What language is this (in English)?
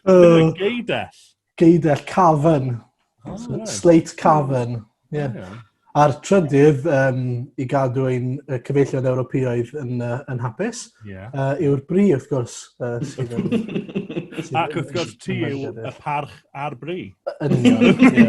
Welsh